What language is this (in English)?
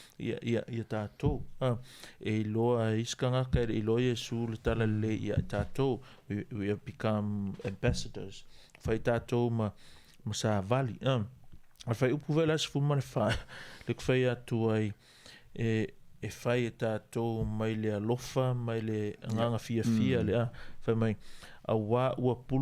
Samoan